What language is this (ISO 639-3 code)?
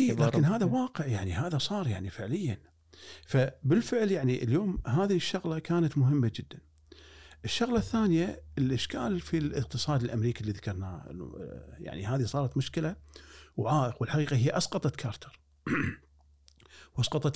afb